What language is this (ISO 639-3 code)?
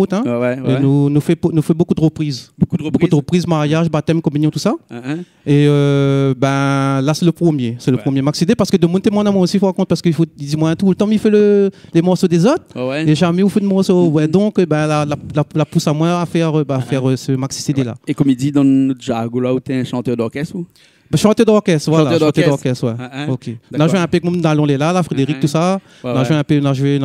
rcf